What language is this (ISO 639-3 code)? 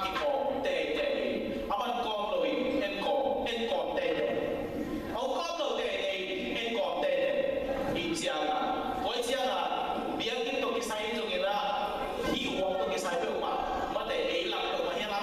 ctd